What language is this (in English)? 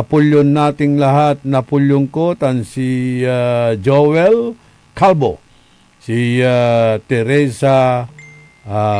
Pangasinan